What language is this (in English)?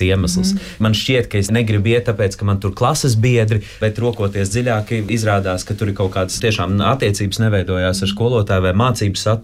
Latvian